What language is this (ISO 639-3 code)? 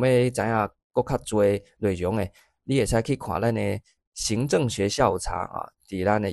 nan